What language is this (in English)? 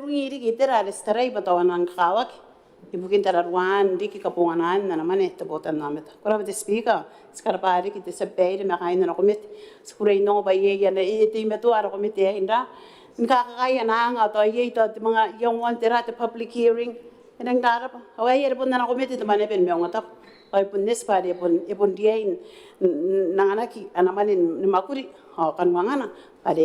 Gilbertese